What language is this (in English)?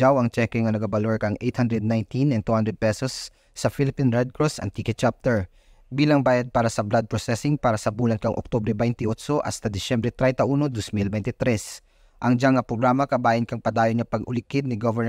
Kinaray-a